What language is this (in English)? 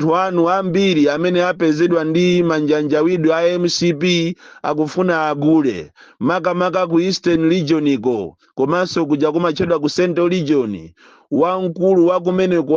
Nyanja